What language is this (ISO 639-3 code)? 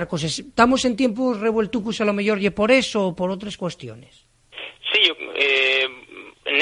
ast